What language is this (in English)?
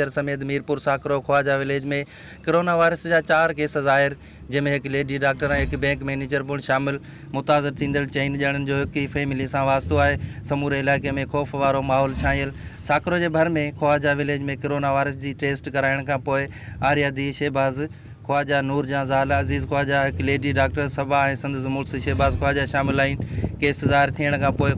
Sindhi